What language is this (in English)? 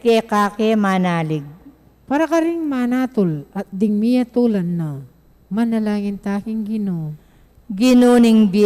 Pampanga